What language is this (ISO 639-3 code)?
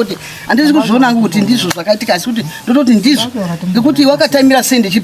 sna